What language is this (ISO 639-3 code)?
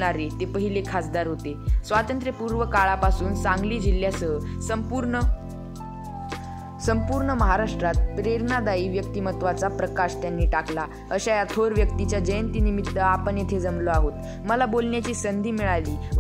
mar